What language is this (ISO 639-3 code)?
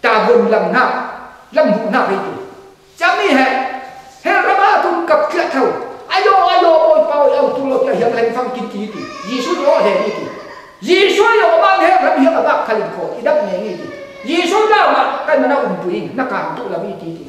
cfm